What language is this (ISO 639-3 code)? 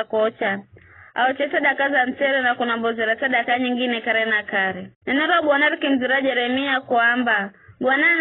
nyf